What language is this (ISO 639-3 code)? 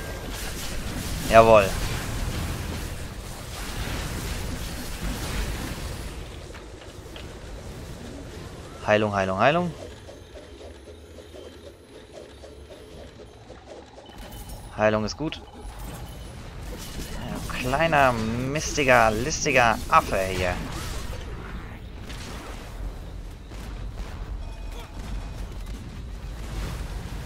deu